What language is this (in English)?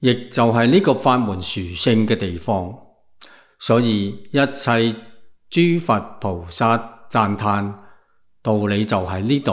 Cantonese